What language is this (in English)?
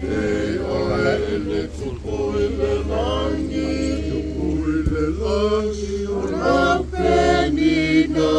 Samoan